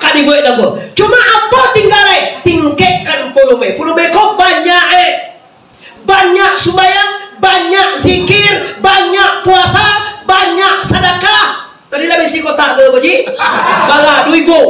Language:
Minangkabau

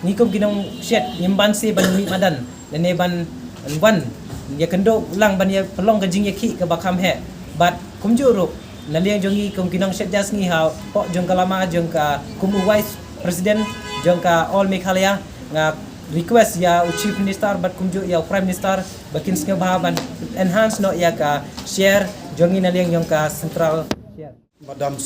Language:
Khasi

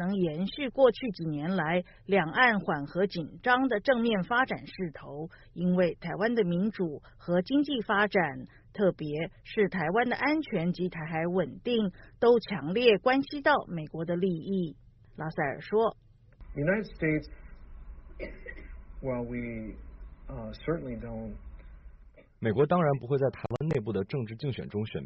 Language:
Chinese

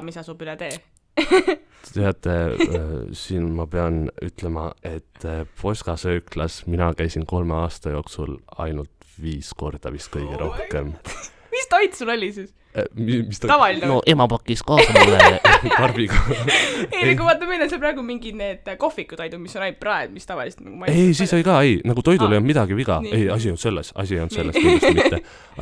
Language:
Estonian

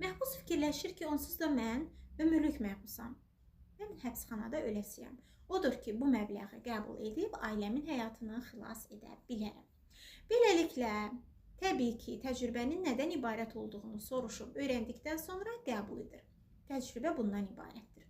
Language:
Azerbaijani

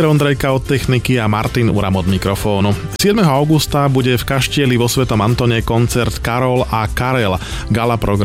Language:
Slovak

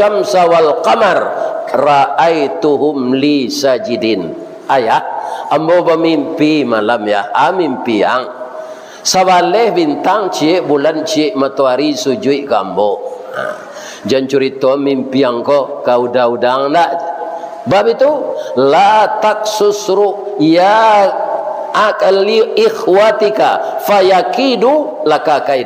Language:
Minangkabau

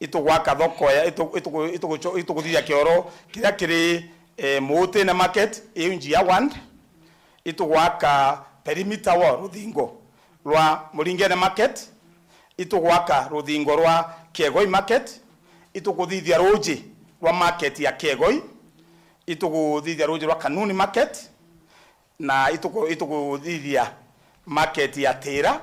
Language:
Meru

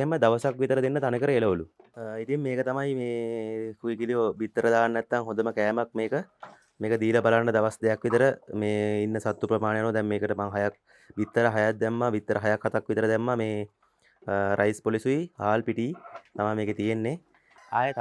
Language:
Sinhala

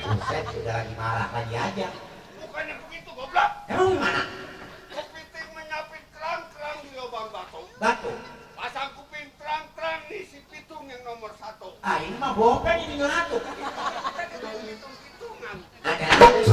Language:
Betawi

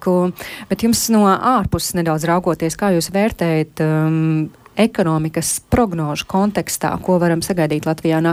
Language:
Latvian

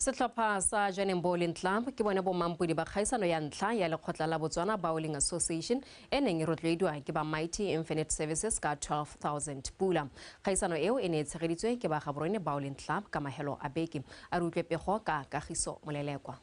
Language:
Tswana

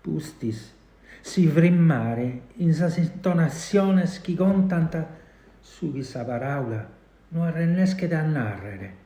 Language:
Sardinian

